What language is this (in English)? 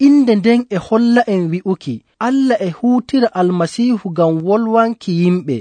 Nigerian Fulfulde